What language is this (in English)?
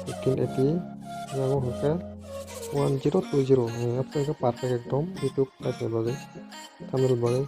Kok Borok